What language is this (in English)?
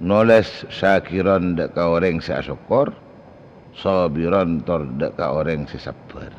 Madurese